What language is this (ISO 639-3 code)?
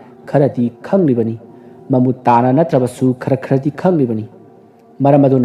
mni